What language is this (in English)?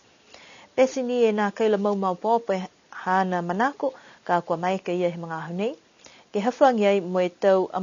Niuean